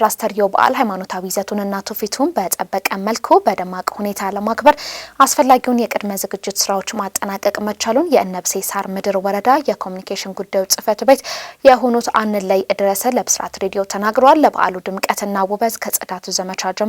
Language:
Amharic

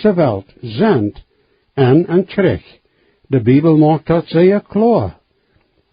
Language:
Plautdietsch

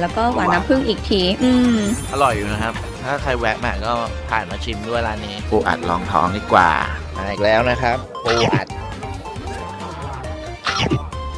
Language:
Thai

